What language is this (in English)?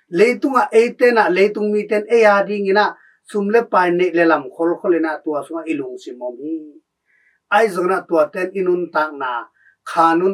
Tedim Chin